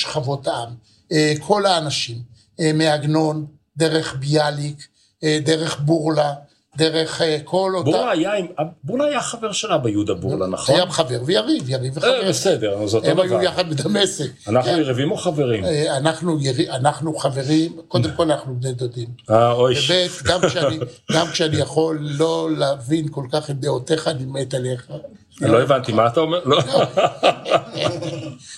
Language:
Hebrew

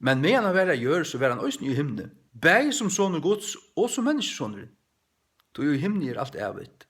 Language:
Faroese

